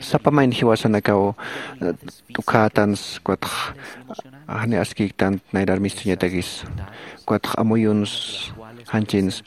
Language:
Aymara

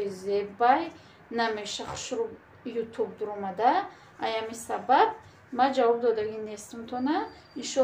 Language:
Tajik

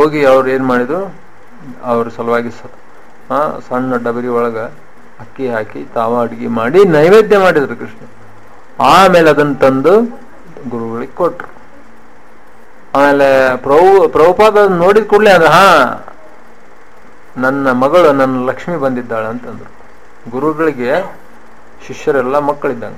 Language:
Kannada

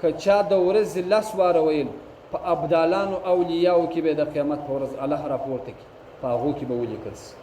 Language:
Pashto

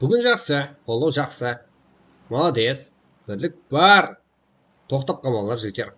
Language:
Kara-Kalpak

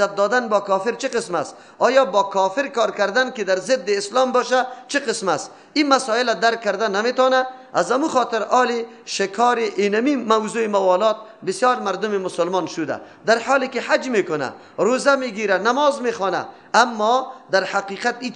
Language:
Persian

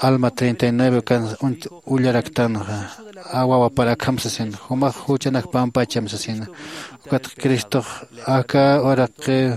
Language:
Aymara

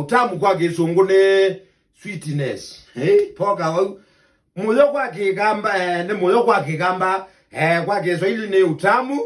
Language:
Kamba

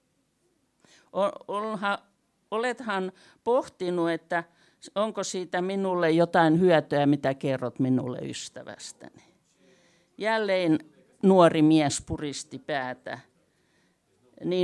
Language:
Finnish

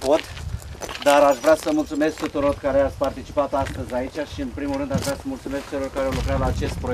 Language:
Romanian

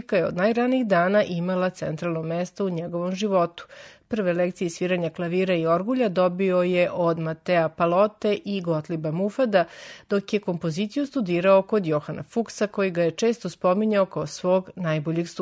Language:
Serbian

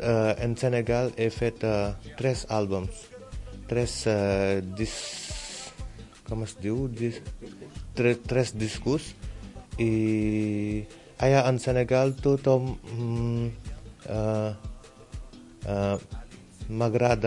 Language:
Catalan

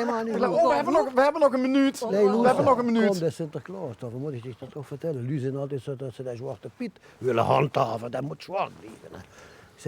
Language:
Limburgish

